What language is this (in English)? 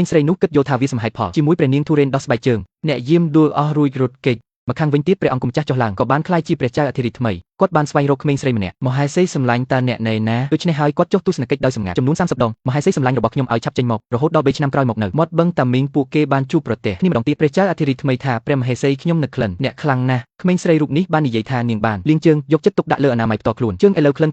Khmer